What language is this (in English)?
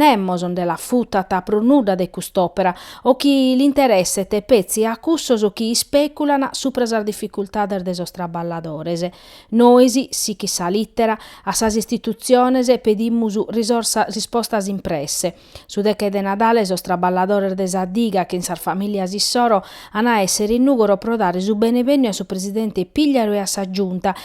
Sardinian